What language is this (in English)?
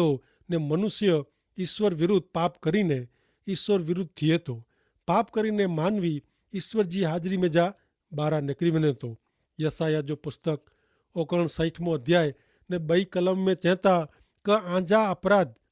Kachhi